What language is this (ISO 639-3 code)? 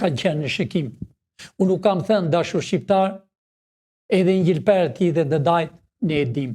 sqi